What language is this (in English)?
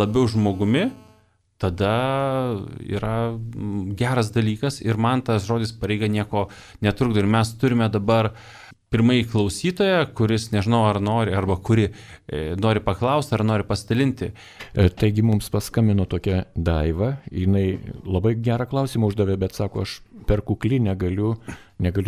Lithuanian